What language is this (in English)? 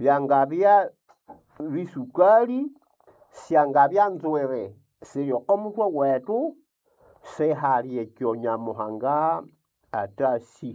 Nande